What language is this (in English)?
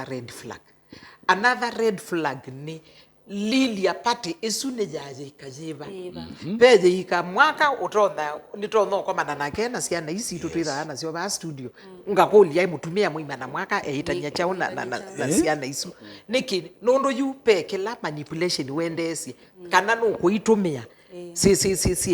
Kamba